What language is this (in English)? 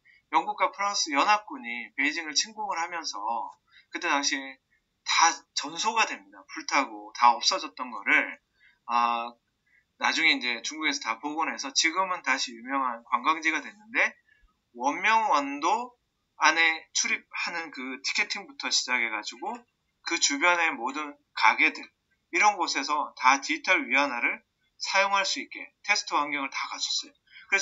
Korean